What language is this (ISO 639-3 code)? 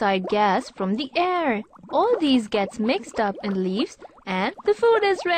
eng